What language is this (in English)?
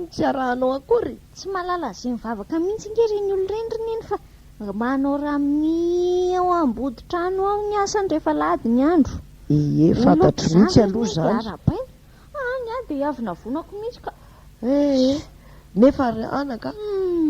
Malagasy